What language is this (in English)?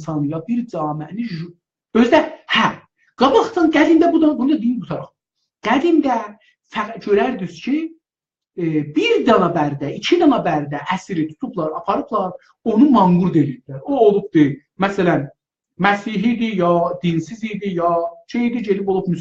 South Azerbaijani